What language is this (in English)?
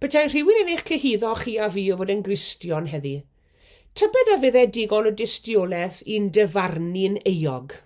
Welsh